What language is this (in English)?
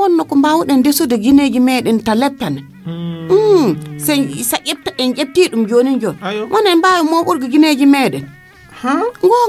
Nigerian Fulfulde